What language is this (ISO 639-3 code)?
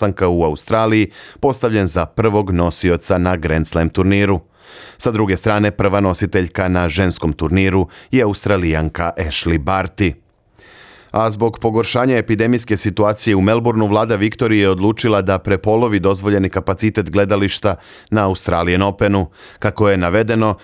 bos